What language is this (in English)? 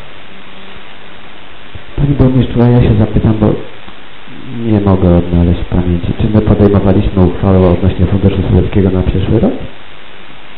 Polish